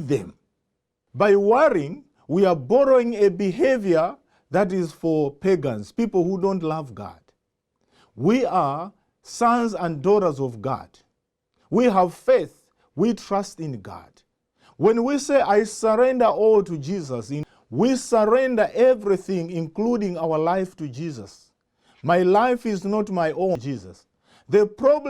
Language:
English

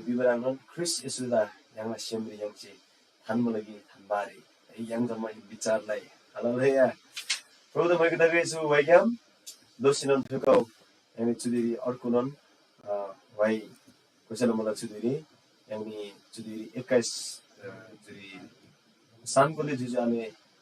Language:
Eastern Tamang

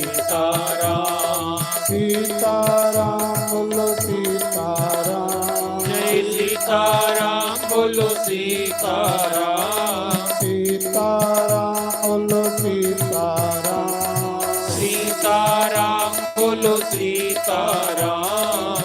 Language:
Dogri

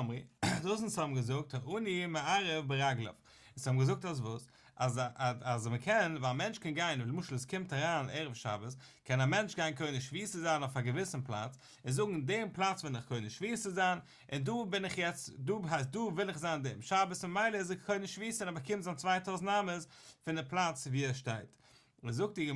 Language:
Yiddish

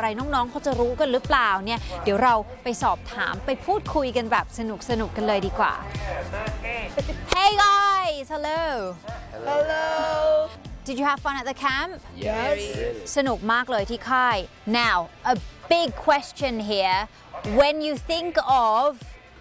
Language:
Thai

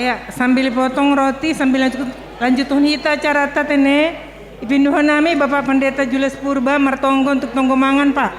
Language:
Batak Simalungun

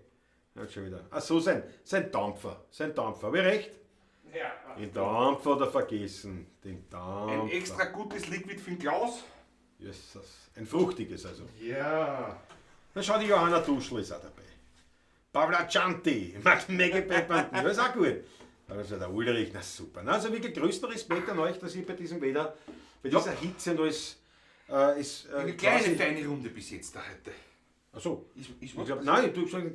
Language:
Bavarian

